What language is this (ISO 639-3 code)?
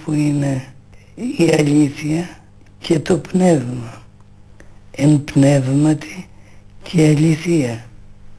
ell